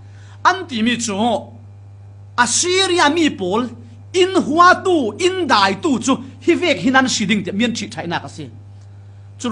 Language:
Falam Chin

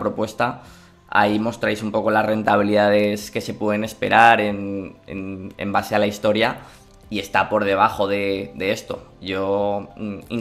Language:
Spanish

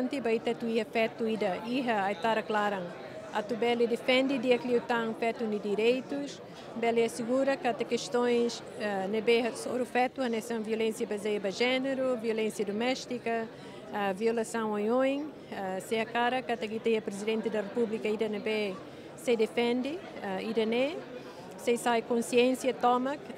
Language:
Tetum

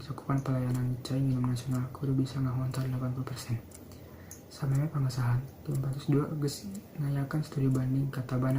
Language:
Sundanese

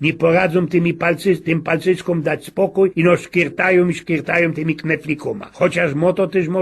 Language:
Silesian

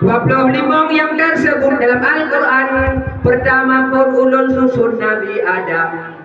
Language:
Achinese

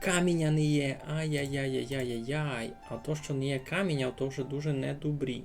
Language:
Rusyn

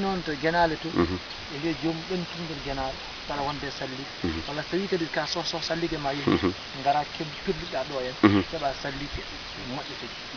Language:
Fula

